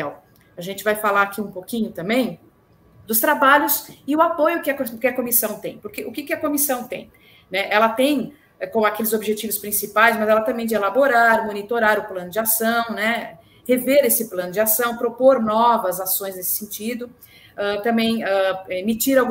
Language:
Portuguese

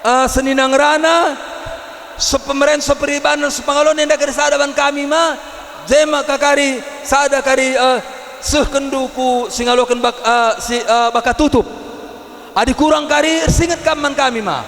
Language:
Batak Karo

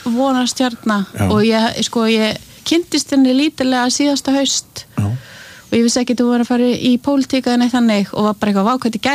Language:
Icelandic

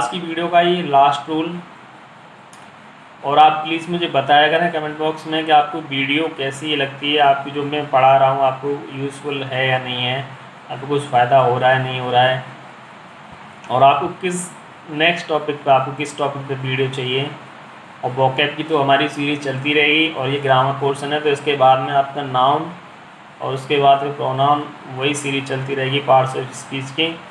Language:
Hindi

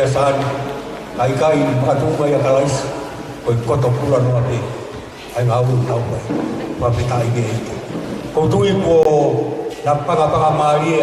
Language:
Tongan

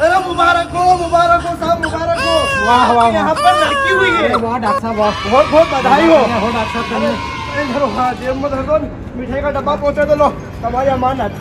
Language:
Rajasthani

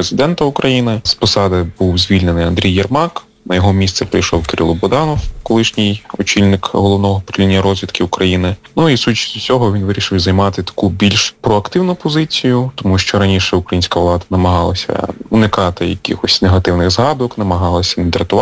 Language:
Ukrainian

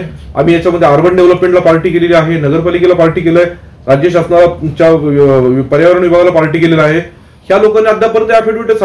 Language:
Marathi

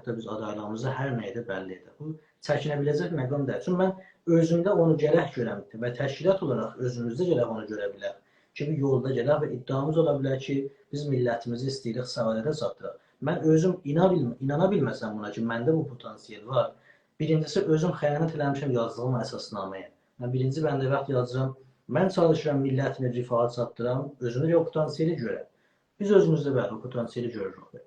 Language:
South Azerbaijani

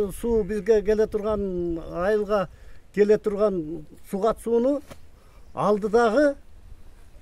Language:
Kyrgyz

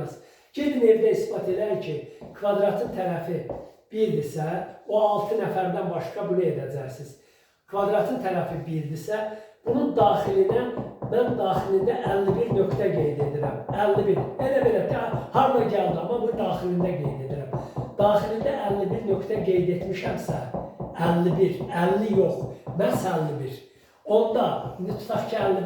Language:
Azerbaijani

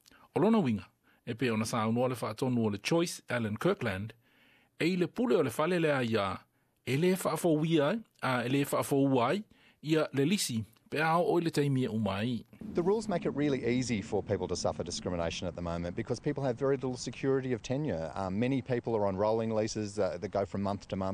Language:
Samoan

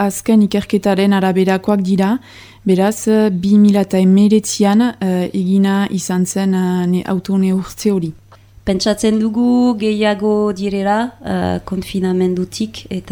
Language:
Basque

